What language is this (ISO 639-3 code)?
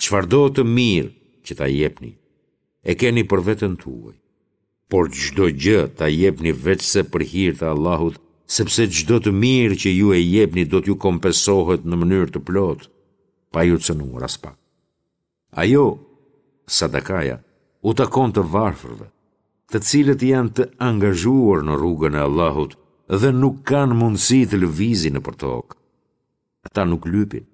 sqi